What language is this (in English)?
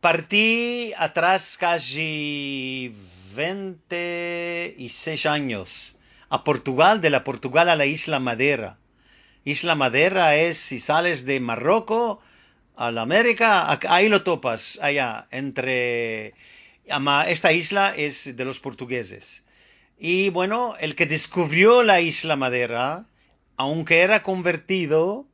Ladino